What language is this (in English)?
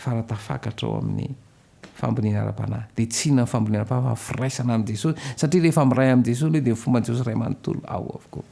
Malagasy